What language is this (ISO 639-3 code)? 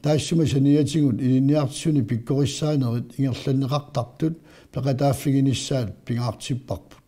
kal